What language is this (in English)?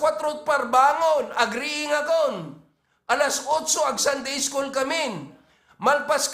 Iloko